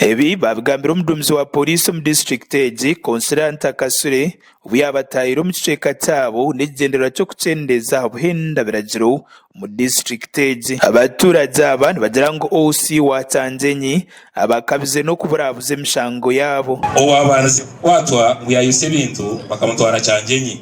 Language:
Nyankole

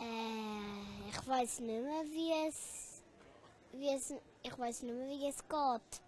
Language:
Swiss German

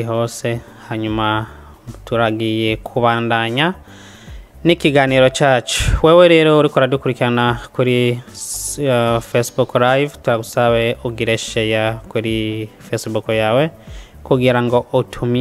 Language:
Rundi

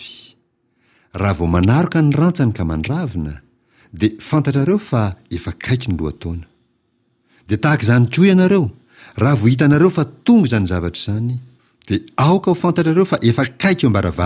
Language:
Malagasy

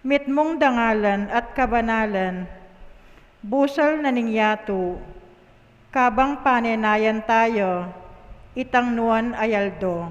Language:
Pampanga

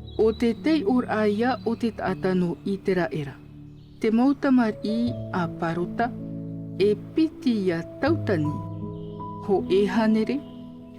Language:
Tahitian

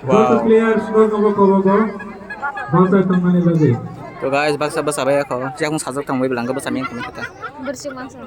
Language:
Kok Borok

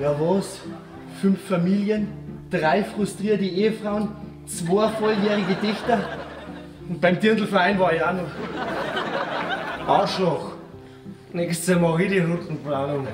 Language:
Bavarian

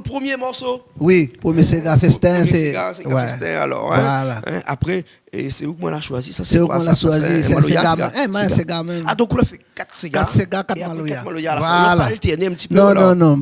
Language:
Réunion Creole French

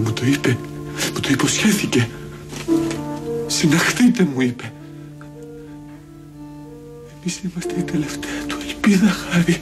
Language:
Greek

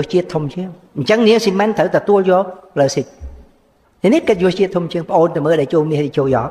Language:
Khmer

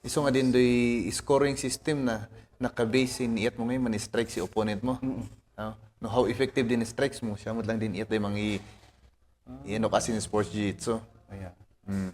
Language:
Kankanaey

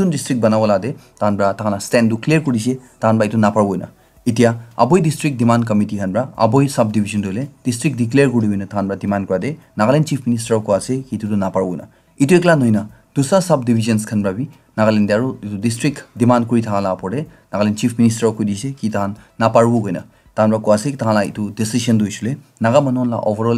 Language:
Naga Pidgin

